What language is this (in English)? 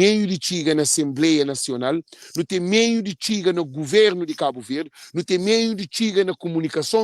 Kabuverdianu